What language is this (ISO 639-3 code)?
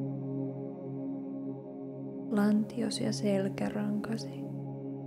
fin